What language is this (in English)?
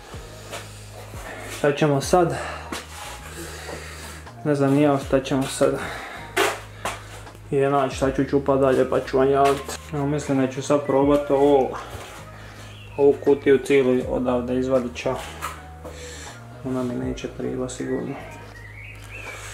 Croatian